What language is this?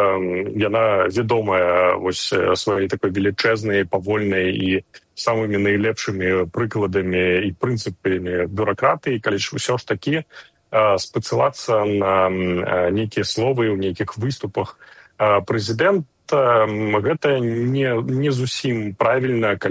Belarusian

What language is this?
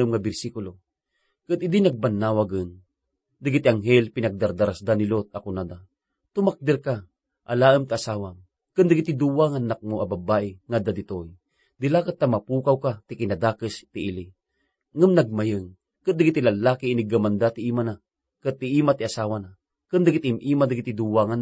Iloko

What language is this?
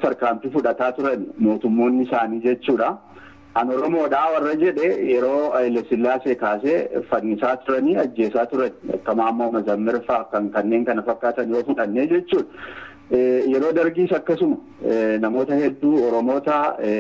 Oromo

